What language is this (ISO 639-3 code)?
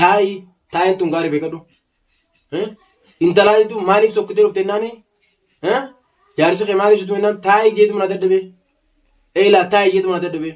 orm